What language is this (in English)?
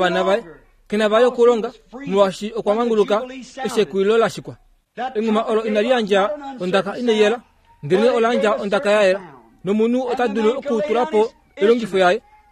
Kuanyama